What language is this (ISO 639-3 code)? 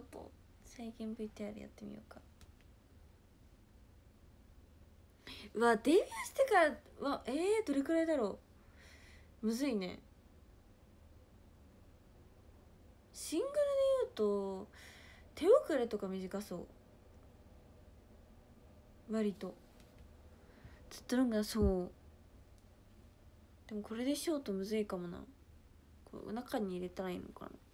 jpn